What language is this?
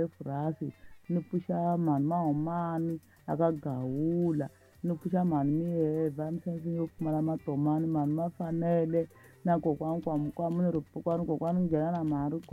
Tsonga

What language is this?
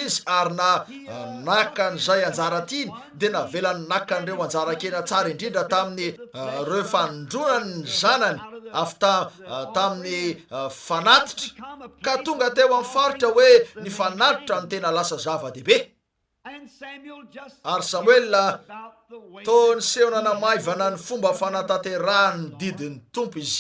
Malagasy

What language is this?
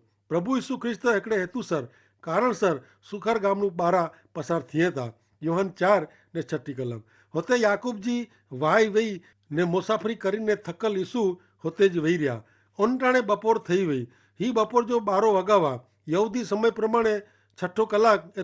Kachhi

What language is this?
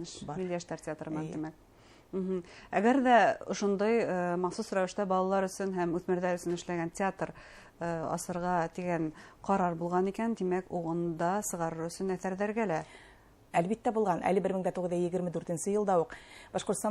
Bashkir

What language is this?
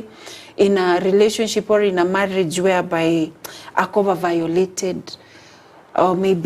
Gusii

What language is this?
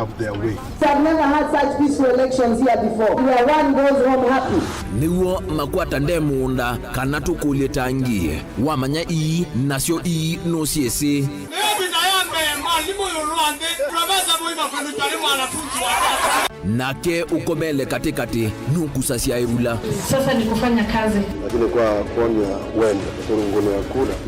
Kamba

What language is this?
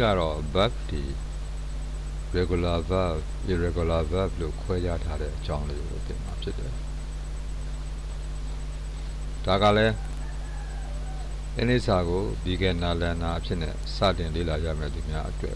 Burmese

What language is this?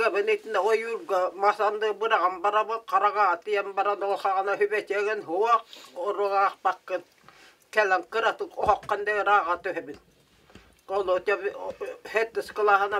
Yakut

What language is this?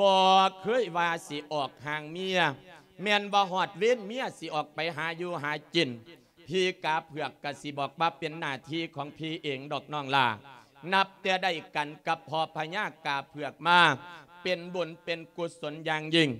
Lao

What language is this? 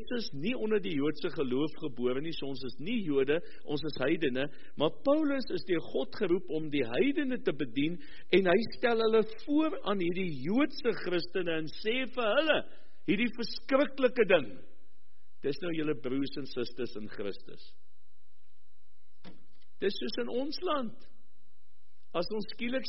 Afrikaans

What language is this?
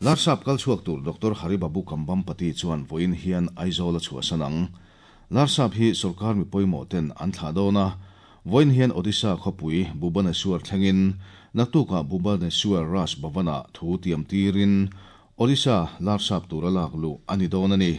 Mizo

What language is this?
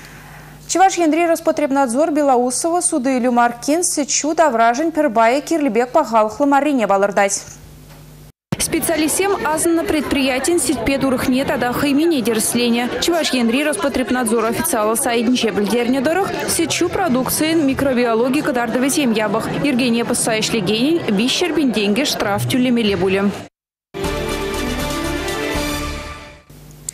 Chuvash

